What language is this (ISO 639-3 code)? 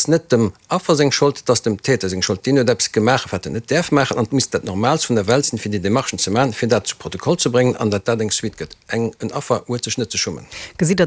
ltz